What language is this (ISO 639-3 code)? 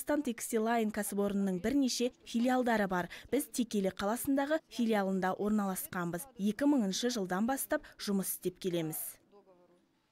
kaz